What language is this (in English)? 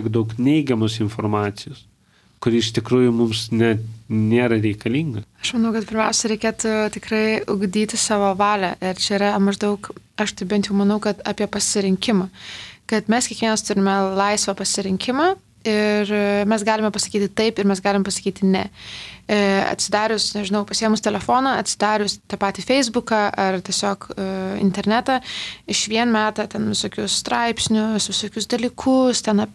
Lithuanian